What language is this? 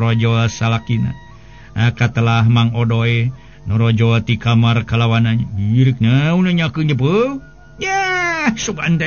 Sundanese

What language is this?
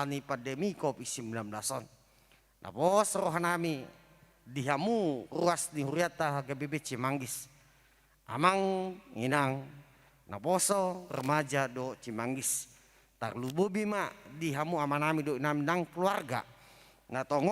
Batak Toba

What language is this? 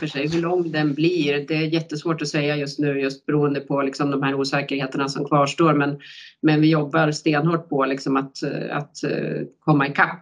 Swedish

